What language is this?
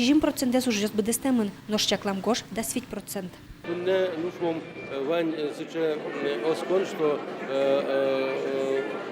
Udmurt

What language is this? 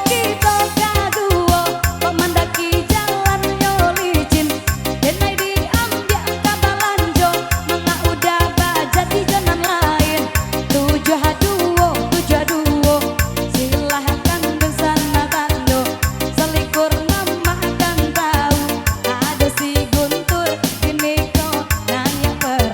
Minangkabau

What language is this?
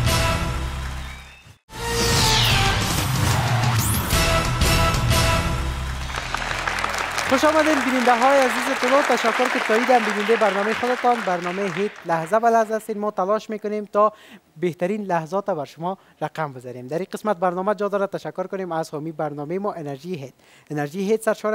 Persian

